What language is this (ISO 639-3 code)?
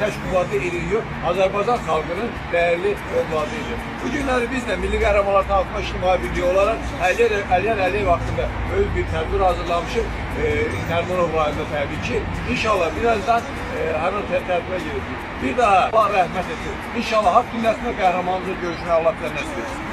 aze